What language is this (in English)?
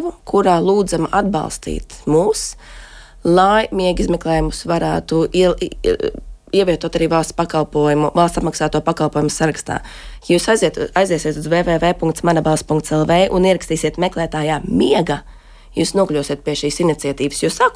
Latvian